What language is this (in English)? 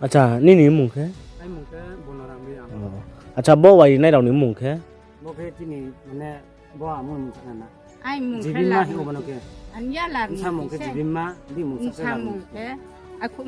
Riang (India)